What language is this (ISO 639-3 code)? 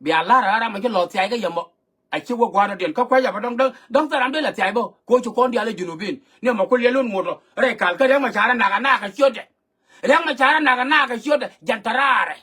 nus